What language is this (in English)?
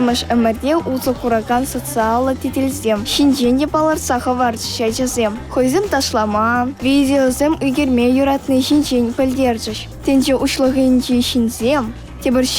Chuvash